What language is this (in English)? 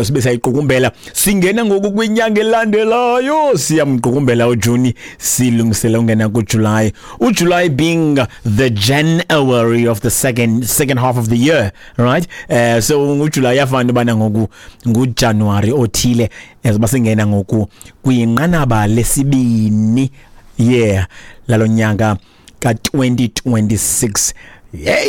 Xhosa